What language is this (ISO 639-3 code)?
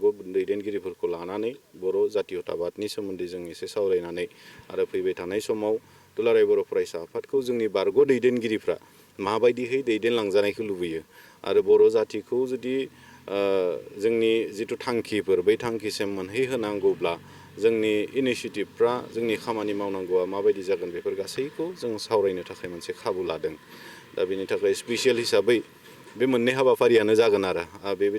brx